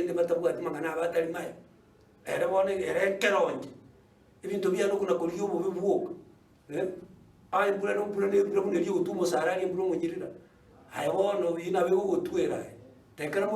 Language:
Gusii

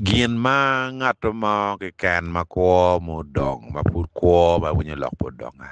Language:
Acoli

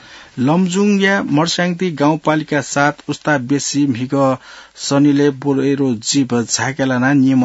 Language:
Newari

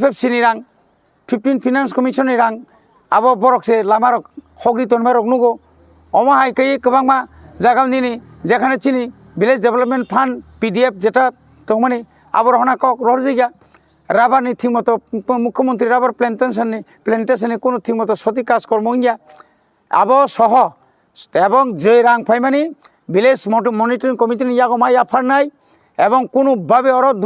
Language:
Kok Borok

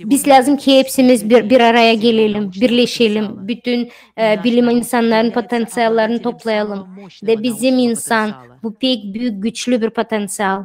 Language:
Gagauz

